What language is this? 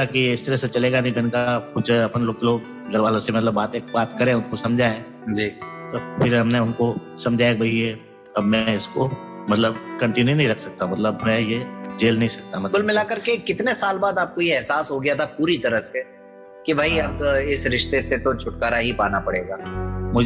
Hindi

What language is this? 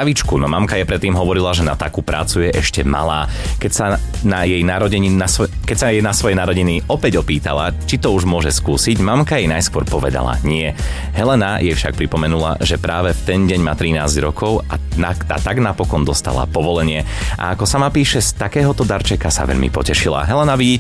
Slovak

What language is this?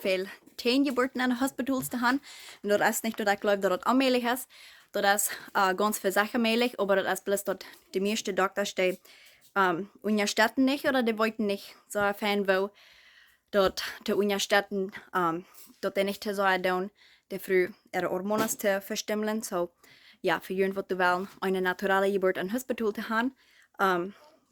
Plautdietsch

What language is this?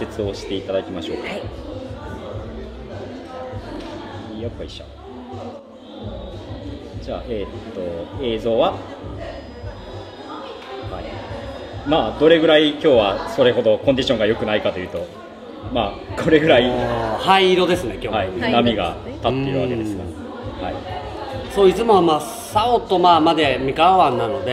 Japanese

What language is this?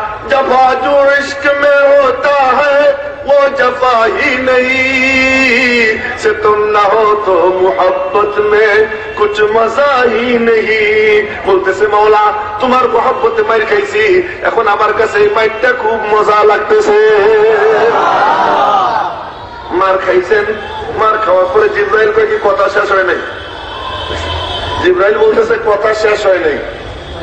Bangla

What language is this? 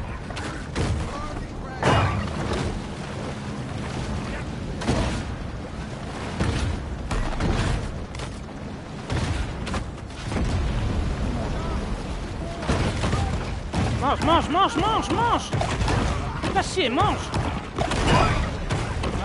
French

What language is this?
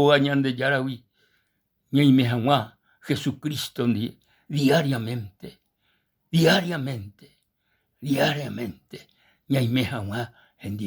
Guarani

